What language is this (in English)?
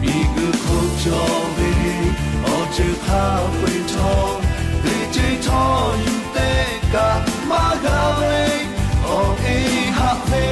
Lahu